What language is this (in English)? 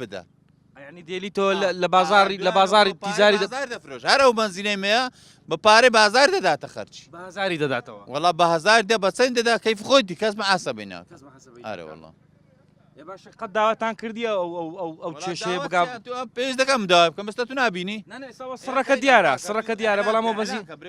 Central Kurdish